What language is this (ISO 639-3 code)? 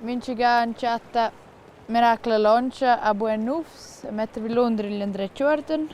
roh